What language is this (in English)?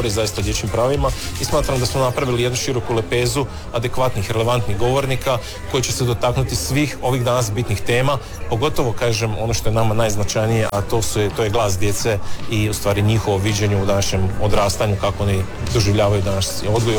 Croatian